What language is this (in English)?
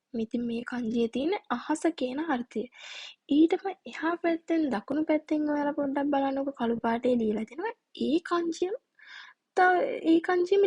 Sinhala